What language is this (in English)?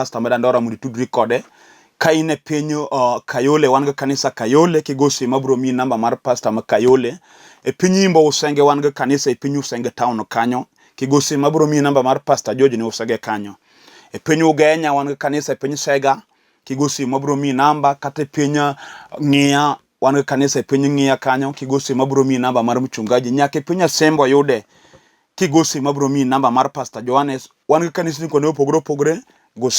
Luo (Kenya and Tanzania)